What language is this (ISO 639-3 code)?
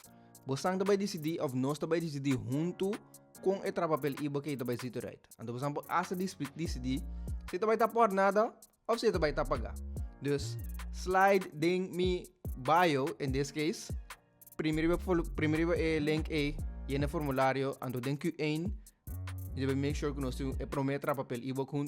pap